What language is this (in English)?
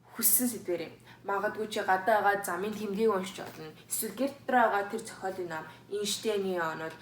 Mongolian